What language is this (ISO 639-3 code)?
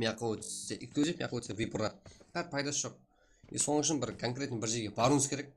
kaa